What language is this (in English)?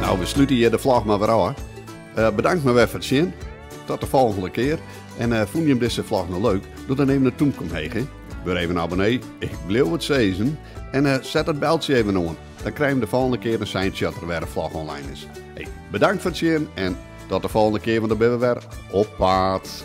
Western Frisian